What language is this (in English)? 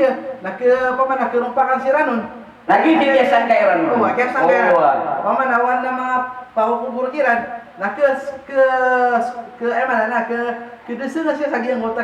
Maranao